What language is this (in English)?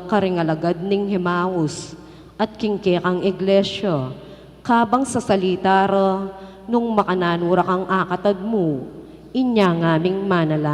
Pampanga